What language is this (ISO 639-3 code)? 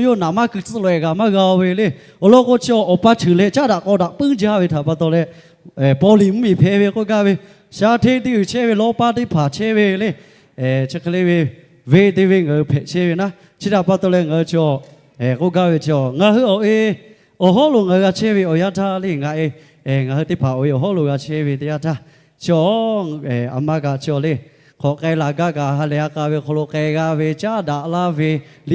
lhu